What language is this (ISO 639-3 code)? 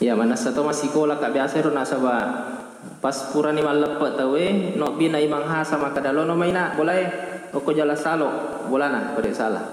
bug